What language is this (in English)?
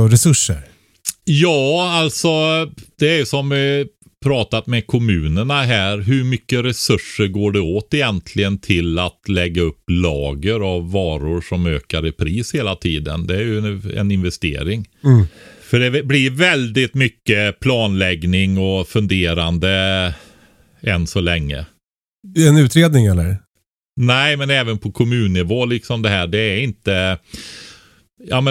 Swedish